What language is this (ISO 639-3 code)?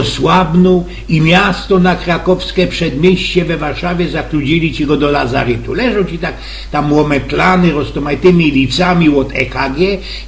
szl